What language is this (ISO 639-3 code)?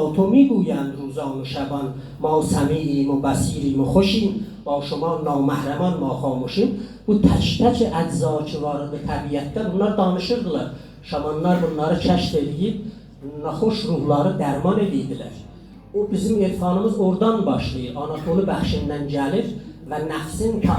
azb